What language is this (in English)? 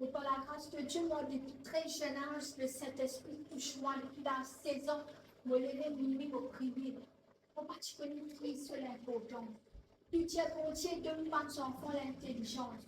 Morisyen